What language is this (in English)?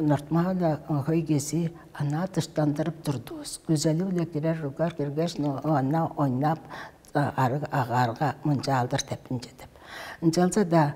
Tuvinian